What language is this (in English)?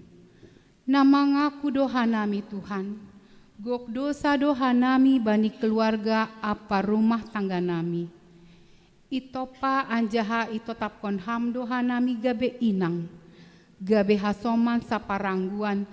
Batak Simalungun